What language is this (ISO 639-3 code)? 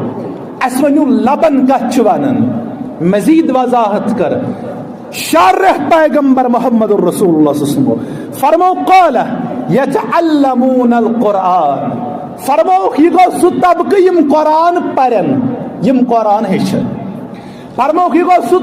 kas